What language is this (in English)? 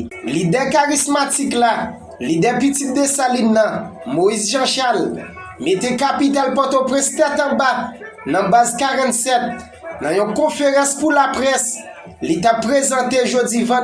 Haitian Creole